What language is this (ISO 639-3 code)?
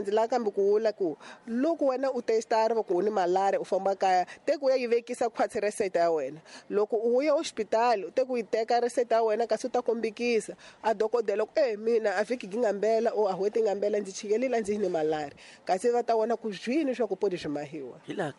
tso